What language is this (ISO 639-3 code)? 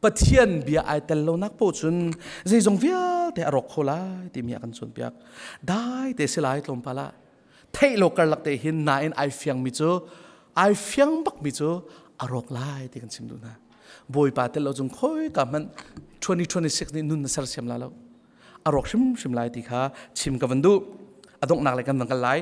cnh